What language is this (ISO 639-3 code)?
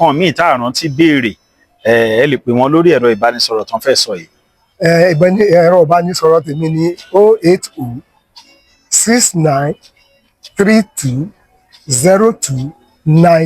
yor